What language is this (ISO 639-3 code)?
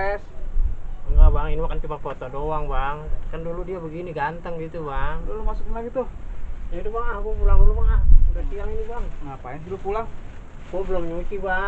bew